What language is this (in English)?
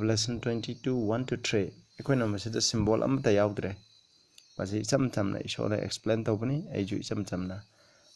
Manipuri